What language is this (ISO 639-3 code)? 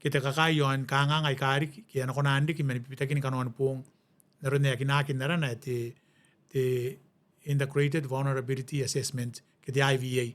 gil